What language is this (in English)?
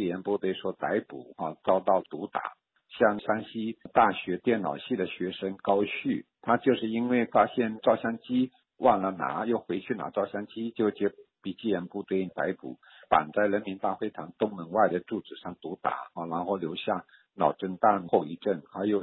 Chinese